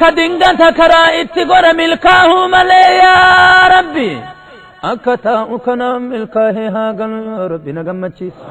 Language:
Oromo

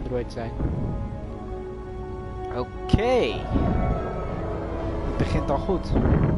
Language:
Dutch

